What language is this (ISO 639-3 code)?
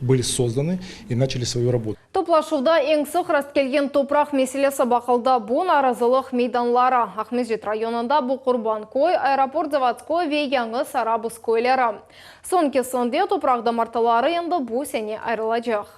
crh